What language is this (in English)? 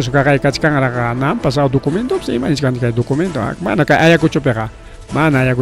Ayacucho Quechua